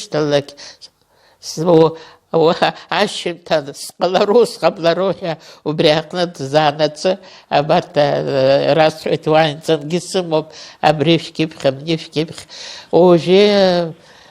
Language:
Abkhazian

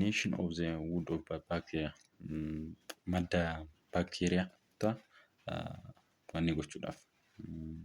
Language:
Oromo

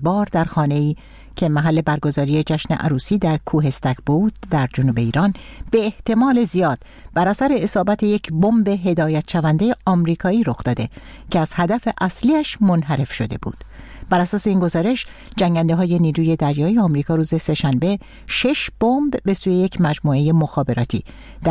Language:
Persian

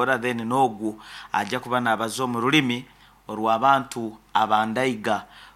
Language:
Nyoro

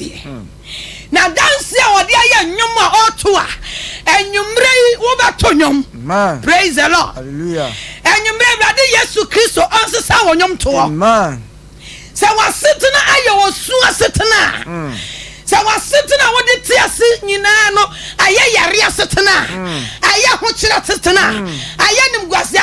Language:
Akan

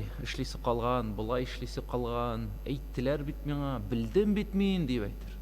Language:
Tatar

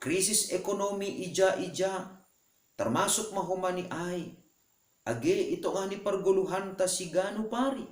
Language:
Batak Simalungun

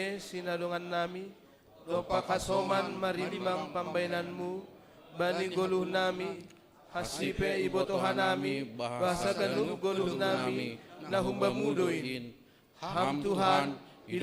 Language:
Batak Simalungun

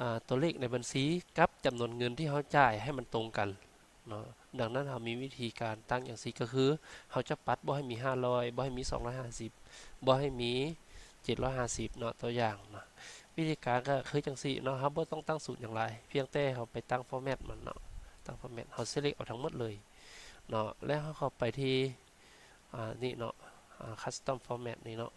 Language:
Lao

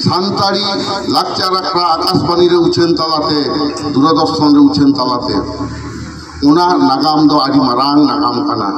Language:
Santali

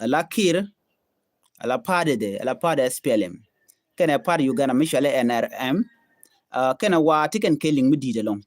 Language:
Nuer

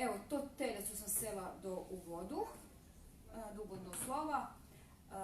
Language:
Rusyn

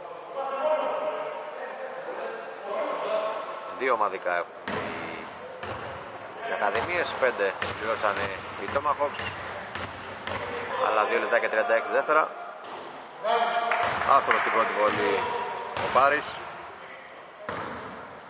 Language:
Greek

